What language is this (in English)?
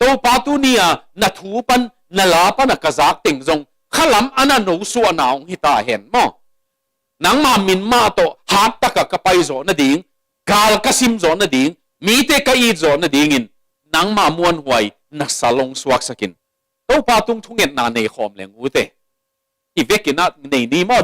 Tedim Chin